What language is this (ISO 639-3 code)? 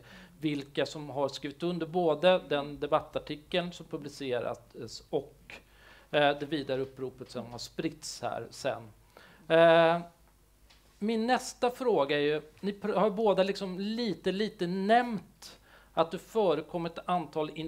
swe